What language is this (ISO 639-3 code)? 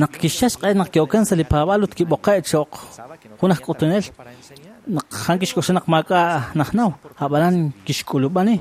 kek